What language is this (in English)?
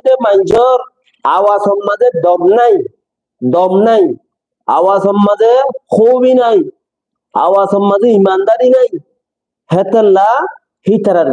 Rohingya